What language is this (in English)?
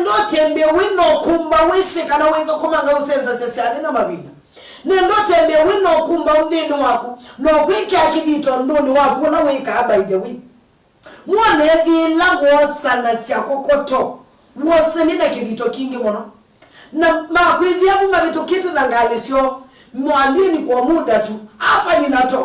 Kamba